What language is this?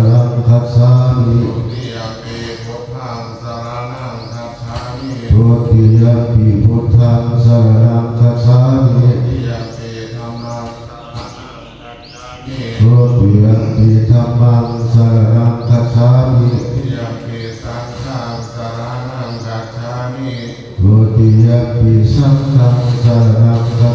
Pali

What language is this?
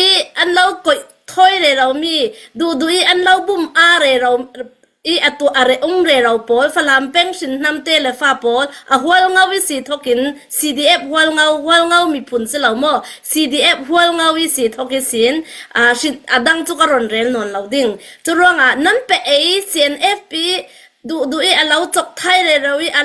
Falam Chin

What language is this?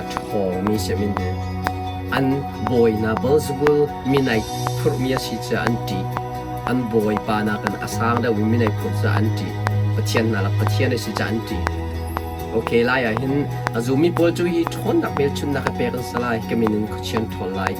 Hakha Chin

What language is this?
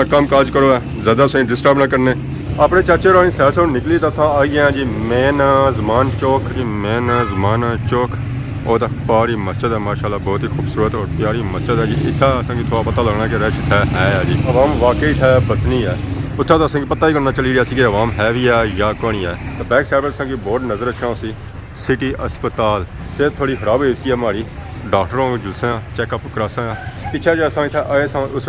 Pahari-Potwari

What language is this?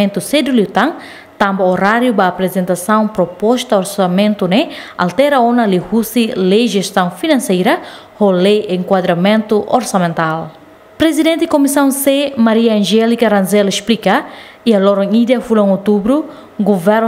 Tetum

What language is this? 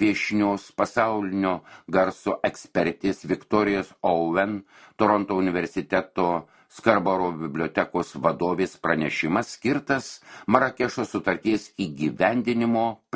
Lithuanian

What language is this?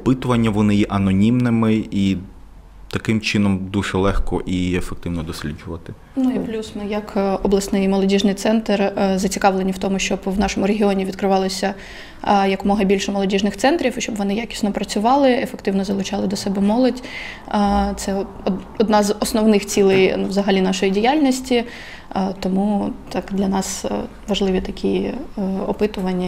Ukrainian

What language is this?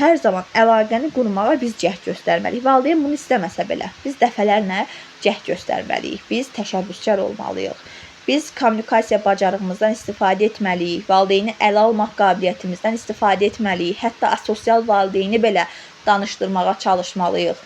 Azerbaijani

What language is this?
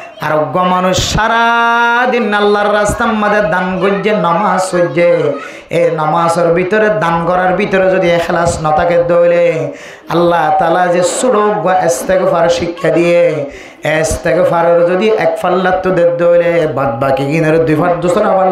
Rohingya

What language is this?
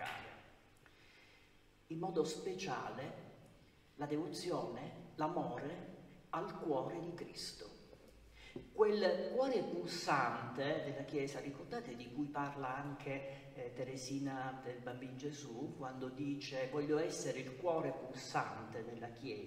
Italian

